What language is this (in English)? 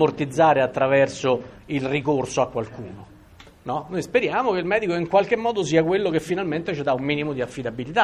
Italian